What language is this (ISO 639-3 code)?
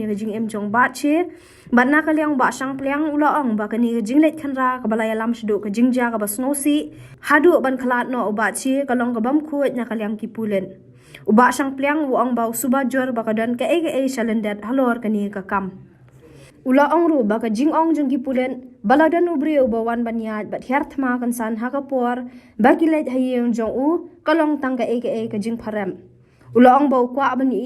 kha